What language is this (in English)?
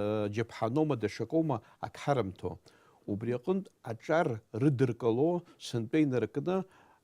Abkhazian